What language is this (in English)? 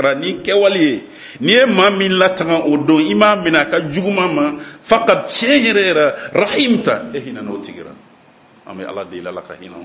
Bambara